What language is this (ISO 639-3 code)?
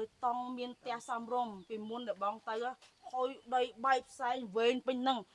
khm